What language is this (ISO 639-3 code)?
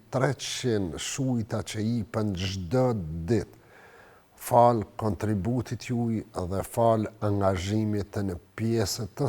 sqi